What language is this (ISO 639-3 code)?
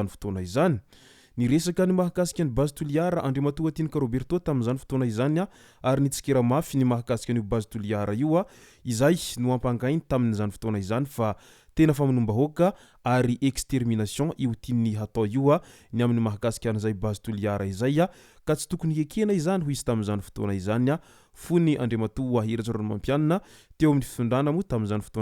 mlg